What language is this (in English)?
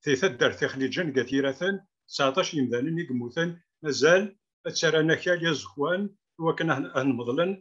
Kabyle